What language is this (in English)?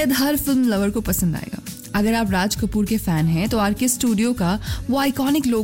Hindi